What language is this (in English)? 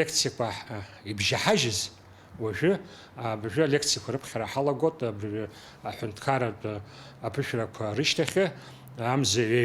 Abkhazian